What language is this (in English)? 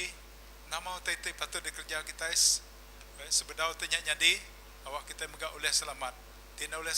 Iban